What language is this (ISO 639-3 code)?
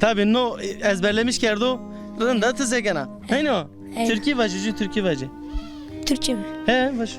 zza